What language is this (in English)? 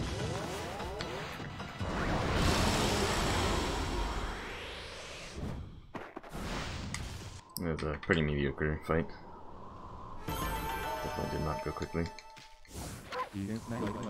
English